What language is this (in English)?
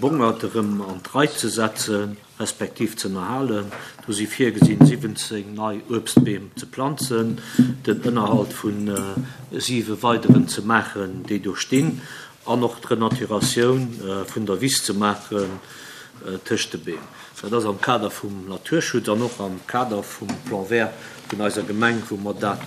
Luxembourgish